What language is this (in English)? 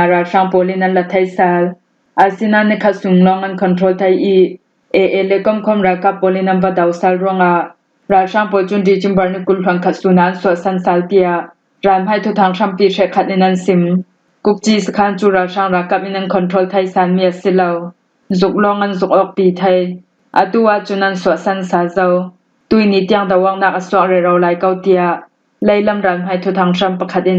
Falam Chin